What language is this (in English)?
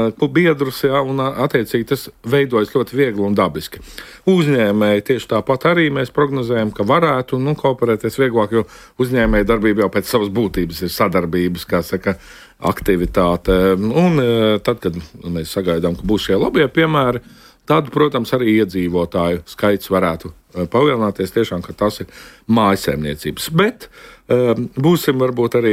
Latvian